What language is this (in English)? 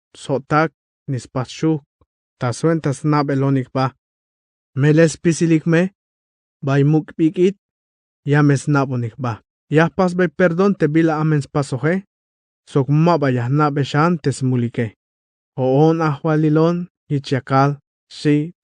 Tzeltal